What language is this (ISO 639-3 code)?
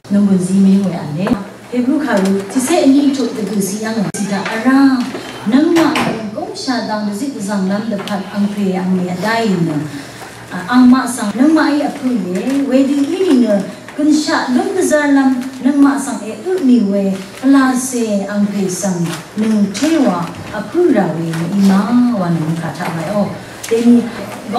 raw